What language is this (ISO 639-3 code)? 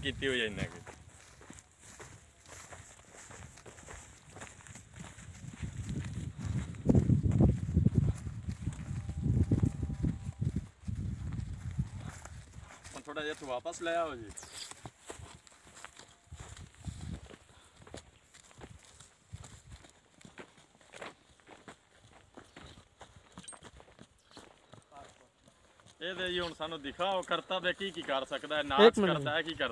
pan